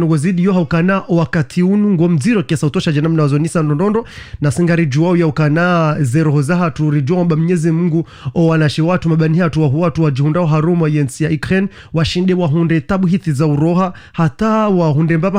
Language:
Ngazidja Comorian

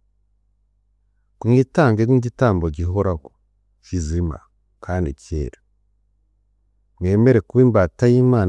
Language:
Kinyarwanda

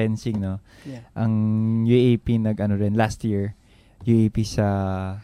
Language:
Filipino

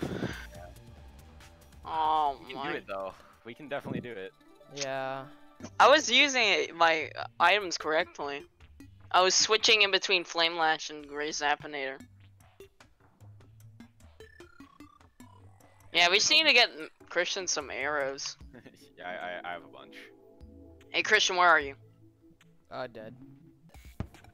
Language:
English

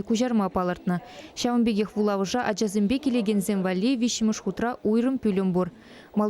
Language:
Chuvash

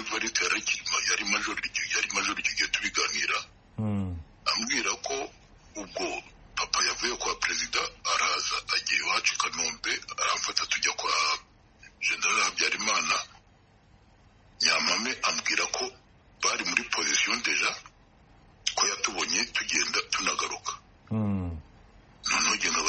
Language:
Kinyarwanda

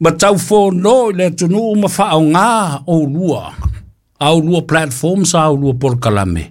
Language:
Samoan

